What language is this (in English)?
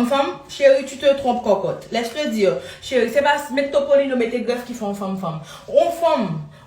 Haitian Creole